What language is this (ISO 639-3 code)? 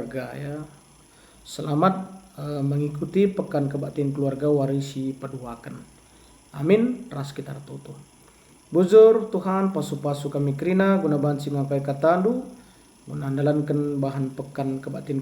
btx